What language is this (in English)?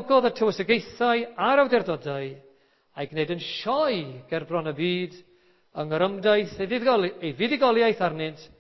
Welsh